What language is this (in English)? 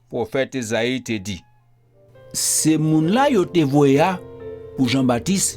Guadeloupean Creole French